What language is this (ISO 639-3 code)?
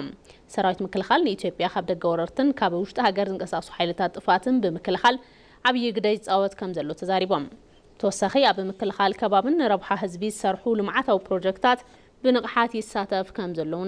tir